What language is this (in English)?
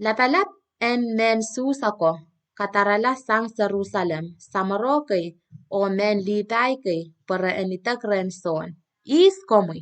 Pohnpeian